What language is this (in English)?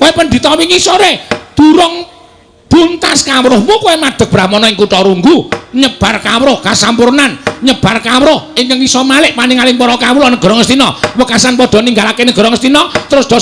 Javanese